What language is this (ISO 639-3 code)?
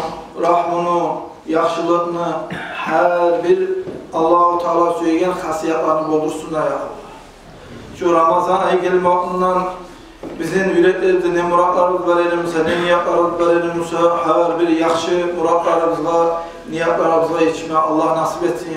kum